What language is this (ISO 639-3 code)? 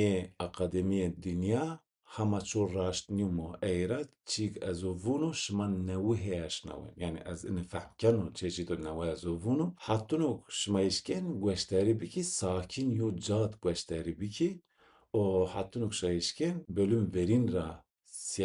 zza